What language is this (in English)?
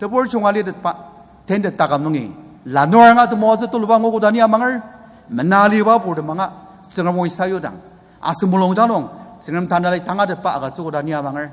Ao Naga